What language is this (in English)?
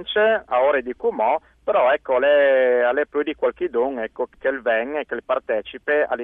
Friulian